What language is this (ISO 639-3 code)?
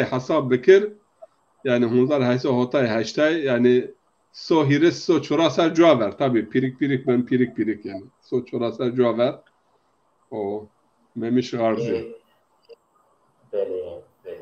zza